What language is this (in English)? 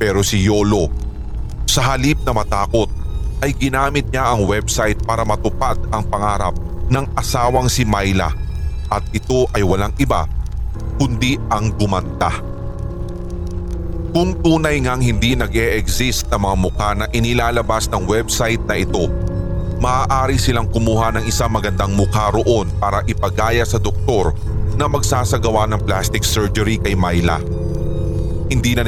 Filipino